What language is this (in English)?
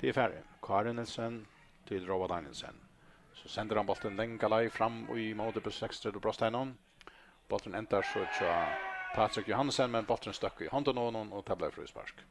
Faroese